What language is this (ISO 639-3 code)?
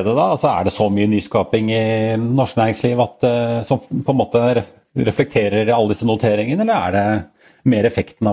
nor